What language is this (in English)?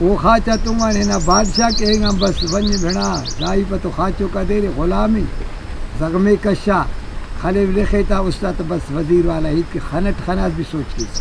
Brahui